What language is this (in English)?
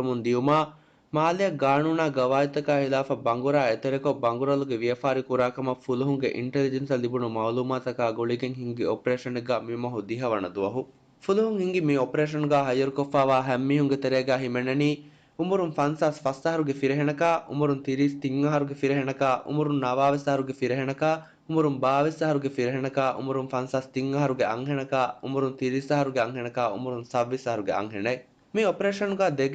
Divehi